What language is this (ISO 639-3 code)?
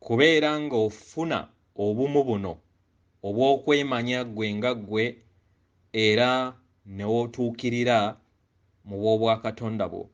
lug